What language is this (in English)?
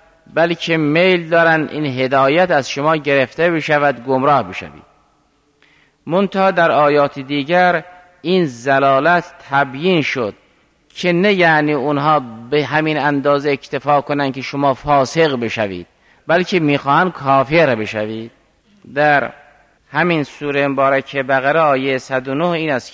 Persian